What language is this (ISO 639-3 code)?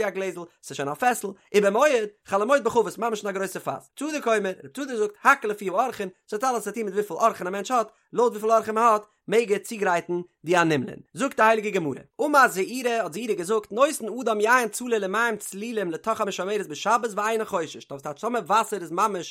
yid